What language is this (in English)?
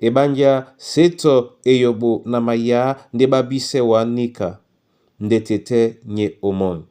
Duala